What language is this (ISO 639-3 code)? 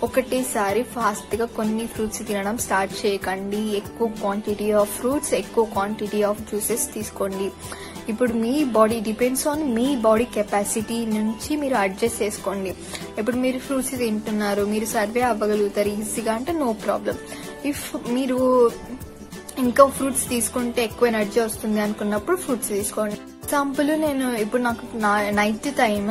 tel